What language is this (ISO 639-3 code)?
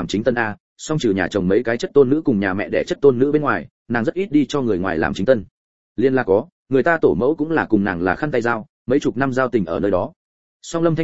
vie